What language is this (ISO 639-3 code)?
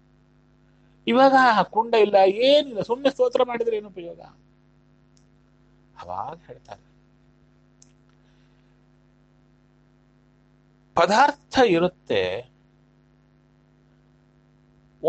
kan